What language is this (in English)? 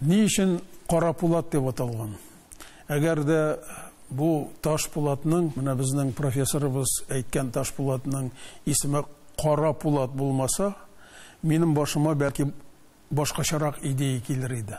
Tatar